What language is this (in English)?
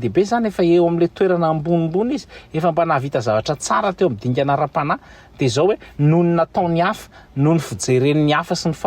Malagasy